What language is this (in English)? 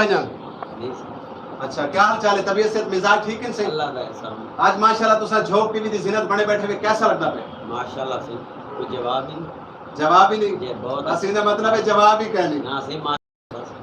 Saraiki